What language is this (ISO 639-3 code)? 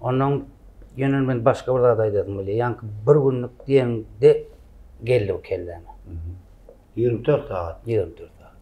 tuk